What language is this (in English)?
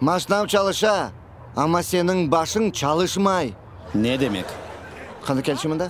Crimean Tatar